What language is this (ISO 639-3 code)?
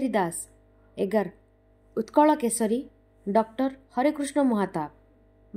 ori